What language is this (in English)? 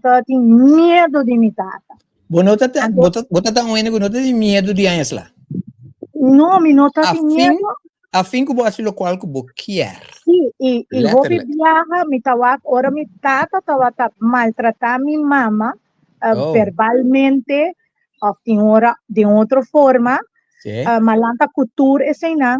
Papiamento